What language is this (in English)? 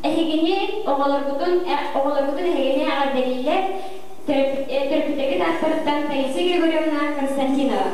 Yakut